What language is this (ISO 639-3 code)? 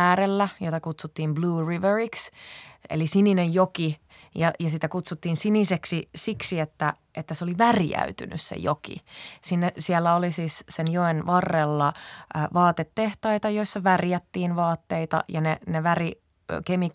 fin